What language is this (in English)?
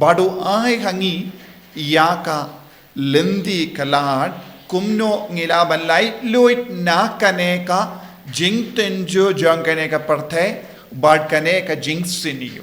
Khasi